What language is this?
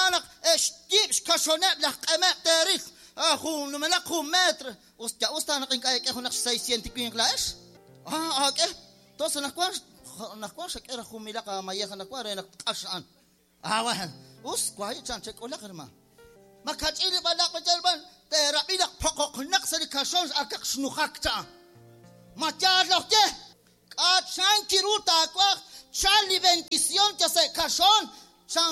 Kekchí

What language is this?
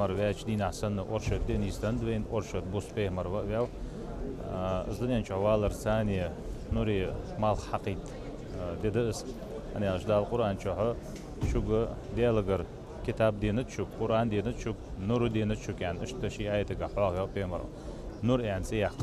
Ingush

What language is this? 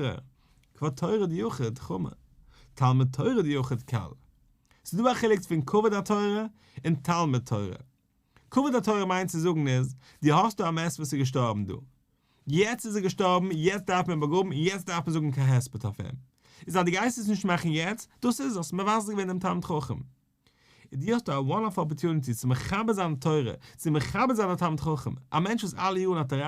Yiddish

